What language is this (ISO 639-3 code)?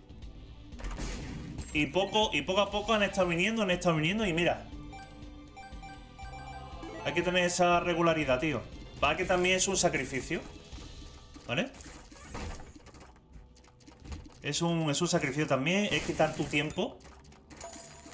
spa